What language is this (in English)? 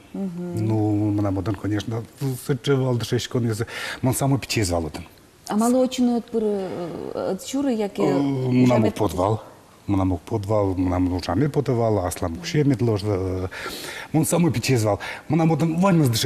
Udmurt